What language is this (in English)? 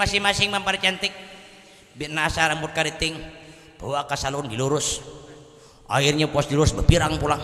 Banjar